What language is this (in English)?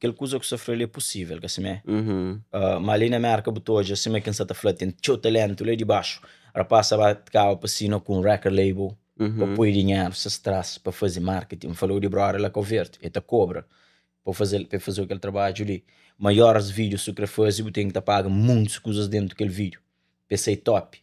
Kabuverdianu